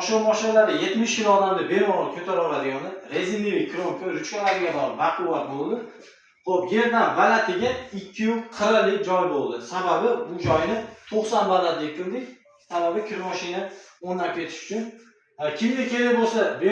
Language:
Uzbek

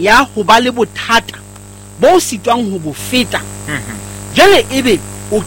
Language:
Southern Sotho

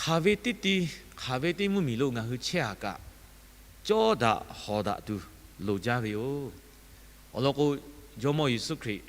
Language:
Lahu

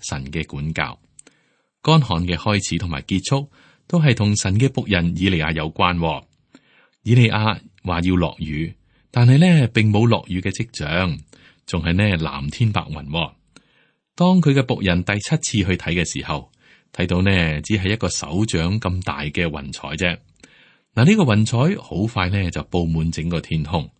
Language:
Cantonese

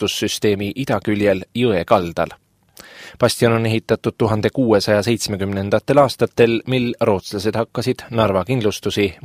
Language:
Estonian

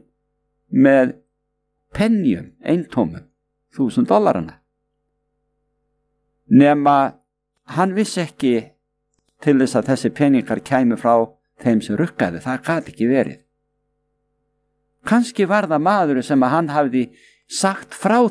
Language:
Icelandic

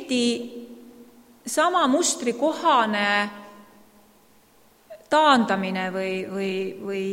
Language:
Estonian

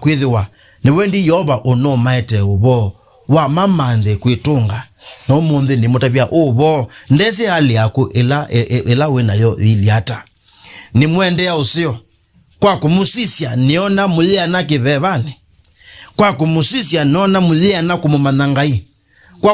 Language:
Kamba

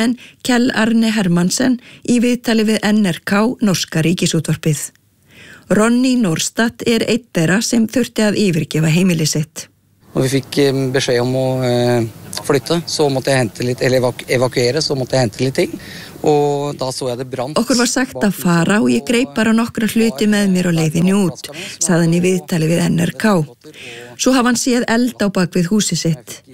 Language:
Icelandic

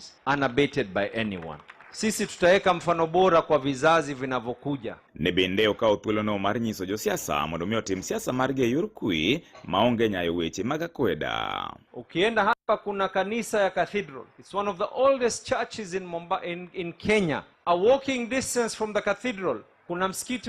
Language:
Luo (Kenya and Tanzania)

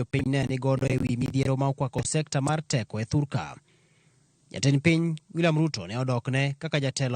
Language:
Luo (Kenya and Tanzania)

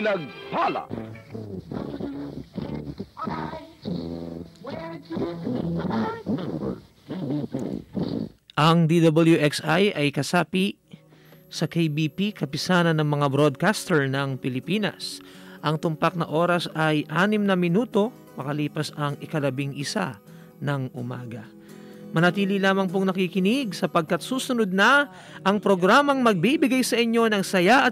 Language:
Filipino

